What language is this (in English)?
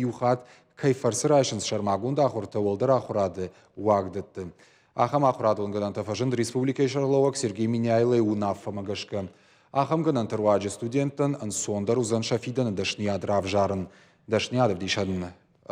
Ossetic